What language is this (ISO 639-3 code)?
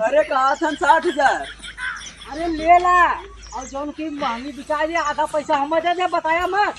awa